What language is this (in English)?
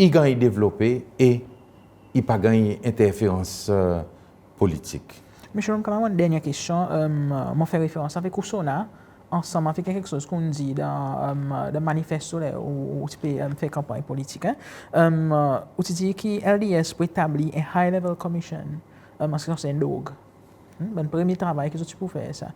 Seselwa Creole French